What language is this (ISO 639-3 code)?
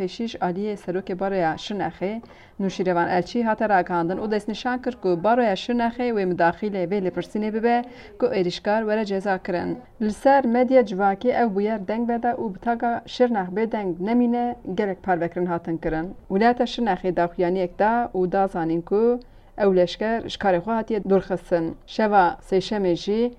kur